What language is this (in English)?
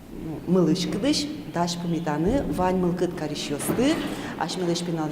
Udmurt